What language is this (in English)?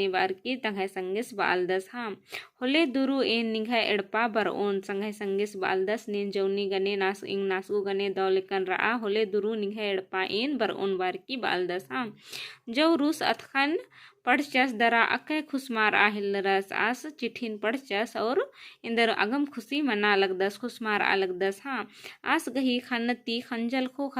Kurukh